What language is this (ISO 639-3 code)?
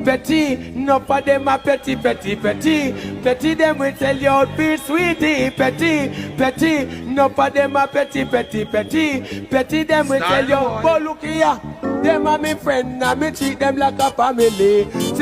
jam